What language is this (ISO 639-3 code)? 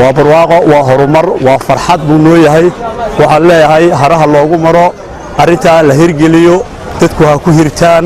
som